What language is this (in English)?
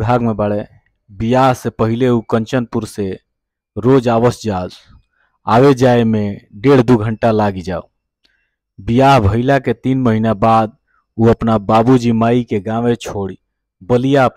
Bhojpuri